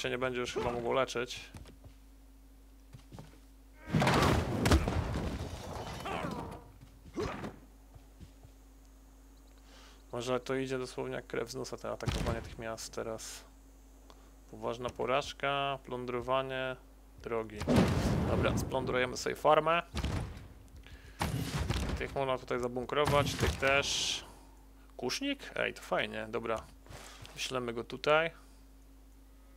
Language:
Polish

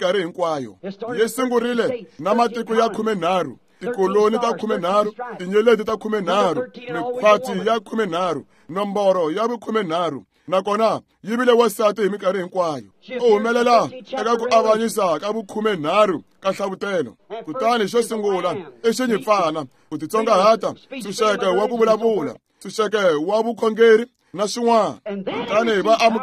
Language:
Tsonga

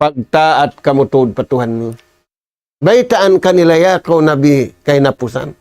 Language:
Tausug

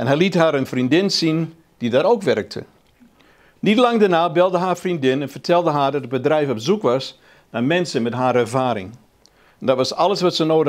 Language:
Dutch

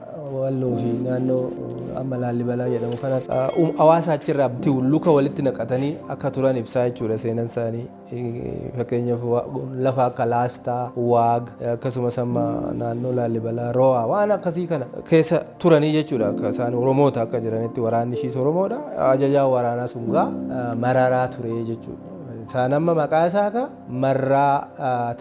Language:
Oromo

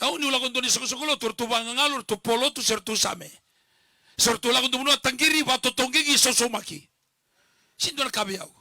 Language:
Fijian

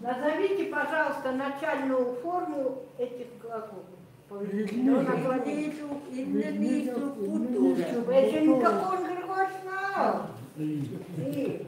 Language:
Chukot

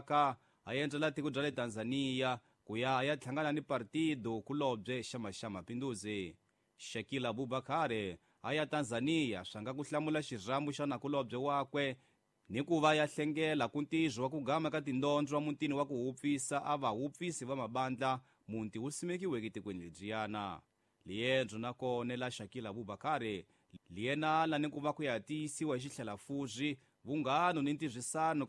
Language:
Tsonga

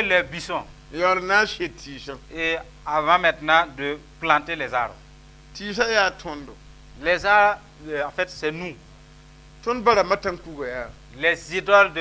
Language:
Mossi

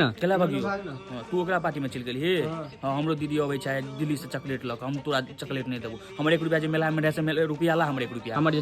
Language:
Maithili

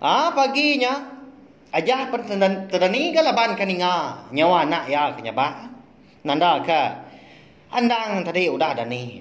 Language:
Iban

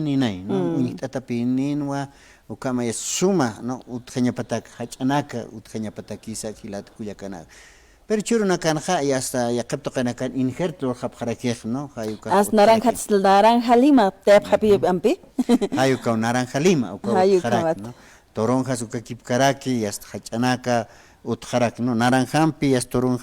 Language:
Aymara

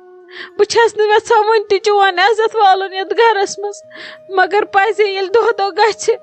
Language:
Kashmiri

